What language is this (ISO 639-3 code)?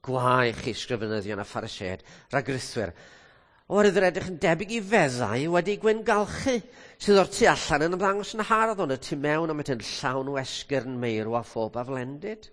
cym